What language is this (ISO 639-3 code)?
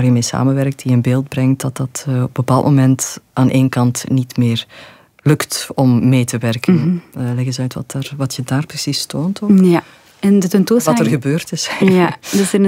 nld